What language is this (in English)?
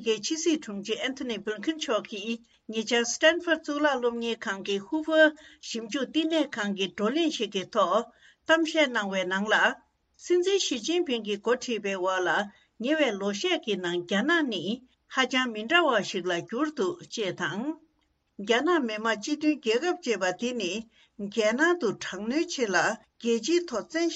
Tibetan